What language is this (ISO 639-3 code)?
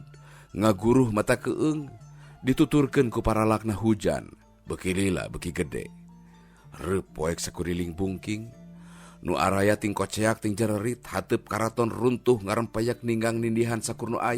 sun